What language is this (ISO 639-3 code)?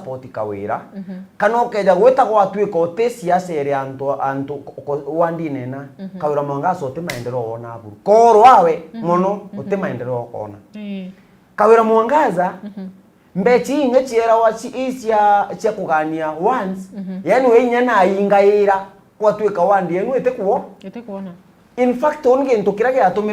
mer